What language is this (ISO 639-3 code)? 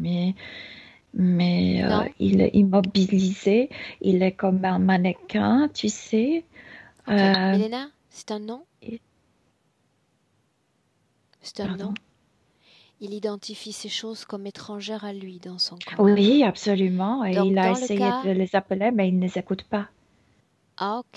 fra